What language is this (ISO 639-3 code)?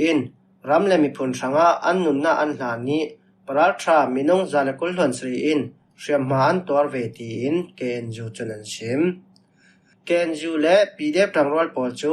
cfm